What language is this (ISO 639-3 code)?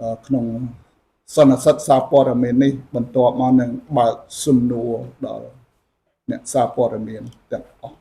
khm